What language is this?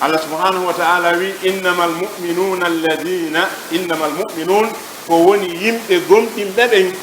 Fula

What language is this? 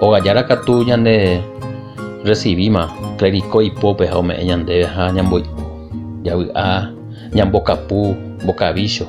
Guarani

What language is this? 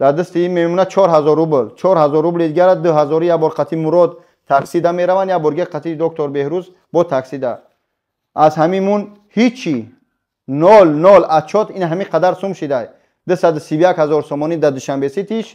Tajik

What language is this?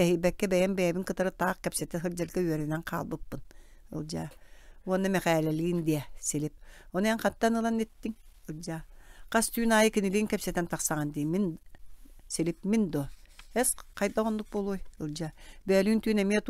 Yakut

